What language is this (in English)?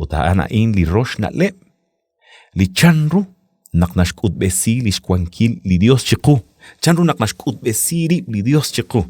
Kekchí